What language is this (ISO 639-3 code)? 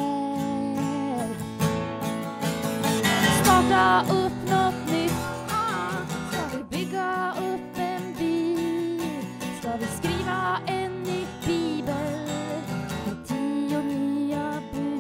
swe